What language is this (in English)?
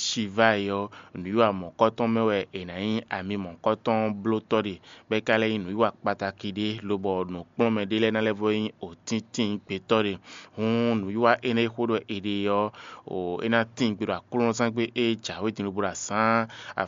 Fon